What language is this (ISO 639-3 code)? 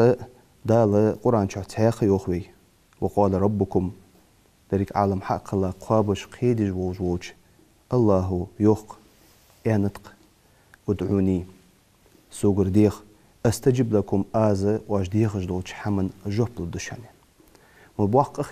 inh